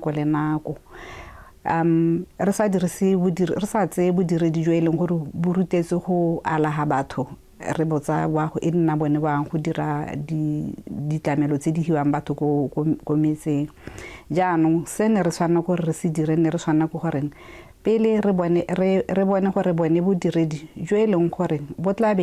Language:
Tswana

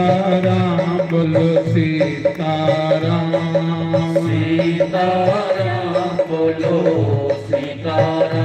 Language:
Dogri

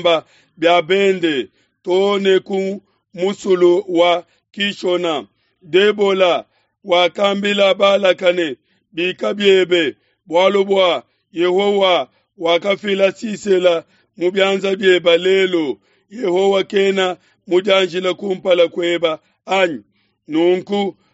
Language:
Luba-Lulua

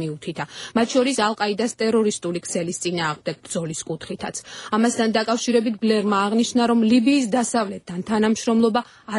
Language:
Georgian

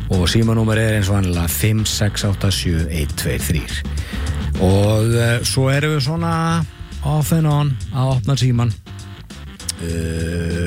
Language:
Icelandic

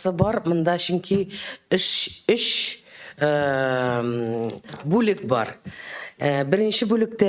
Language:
Tatar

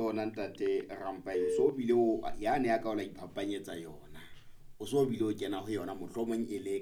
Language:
Southern Sotho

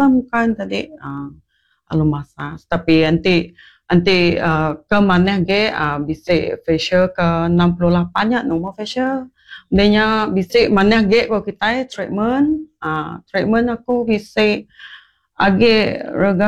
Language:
Iban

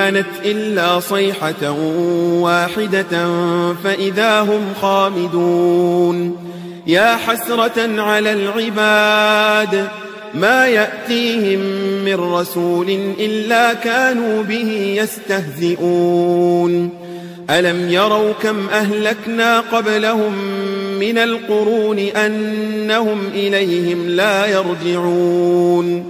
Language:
Arabic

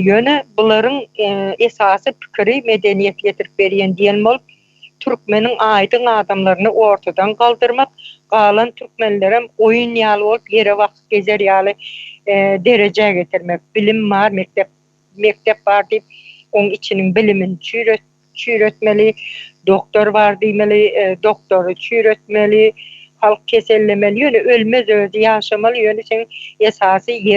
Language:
Turkmen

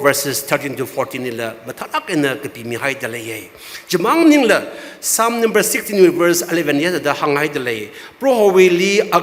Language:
Tangkhul Naga (India)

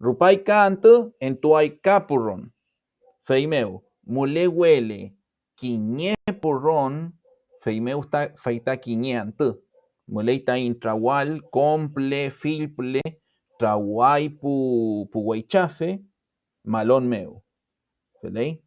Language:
Mapuche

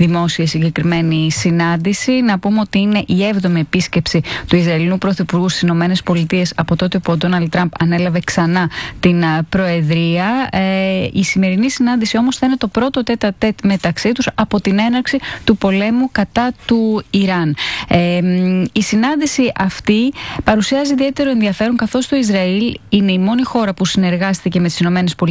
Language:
Greek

